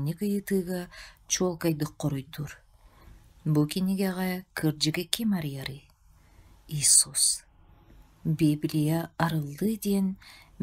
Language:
Yakut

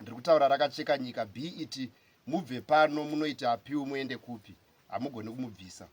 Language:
Shona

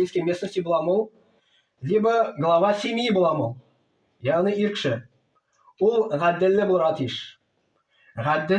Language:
Tatar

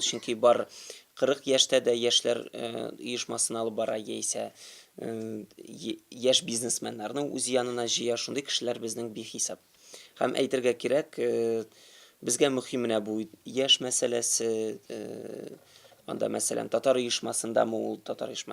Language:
Tatar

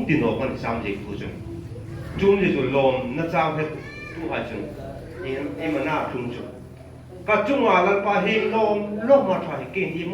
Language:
Hmar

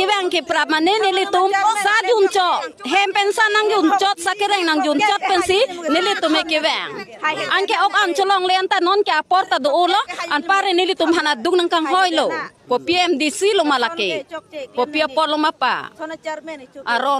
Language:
Karbi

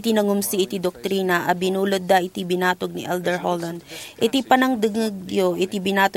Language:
Iloko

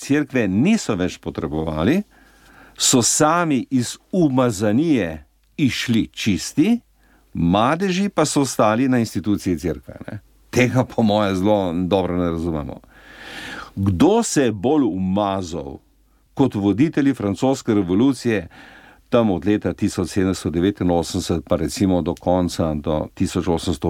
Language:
Slovenian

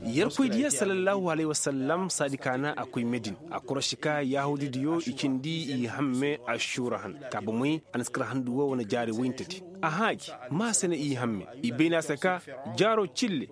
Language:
Koyraboro Senni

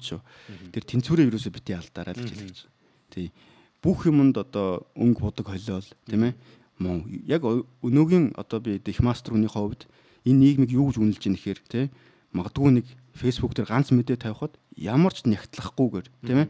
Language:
Mongolian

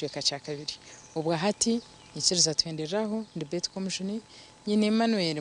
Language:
Nyankole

